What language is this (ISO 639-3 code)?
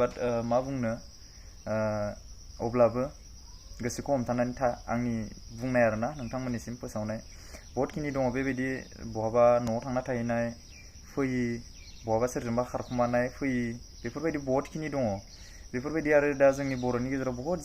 brx